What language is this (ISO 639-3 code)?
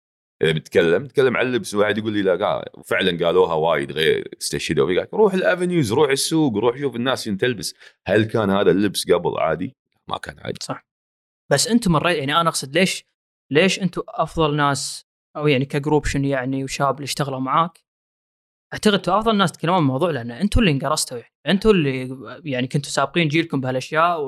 afb